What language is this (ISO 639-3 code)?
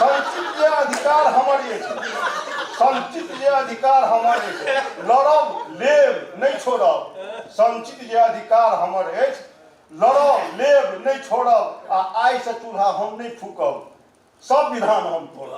mai